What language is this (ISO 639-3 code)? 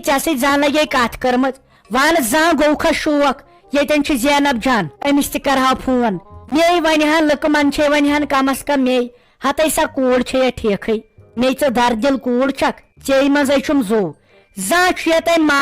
kas